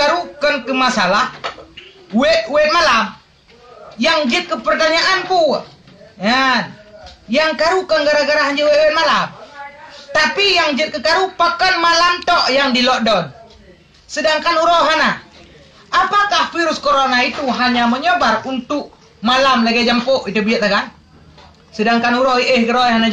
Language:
Achinese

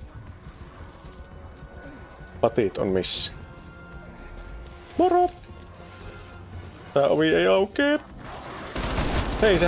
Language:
Finnish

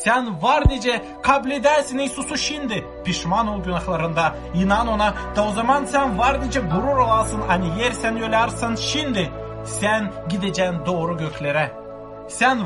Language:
Gagauz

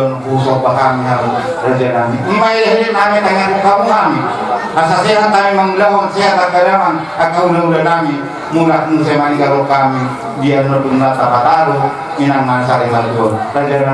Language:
Batak Toba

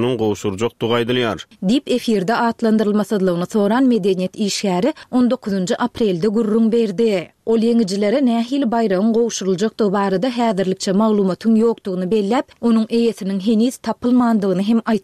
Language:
Turkmen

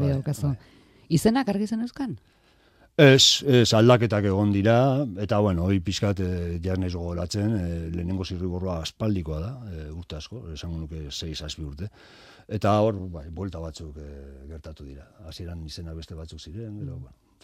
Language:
Basque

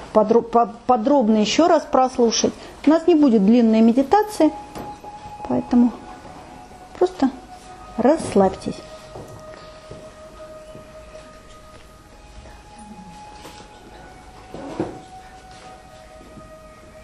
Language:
Russian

